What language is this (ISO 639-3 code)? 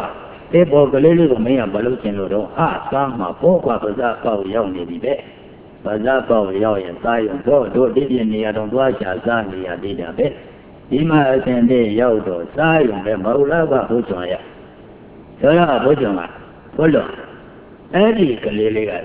mya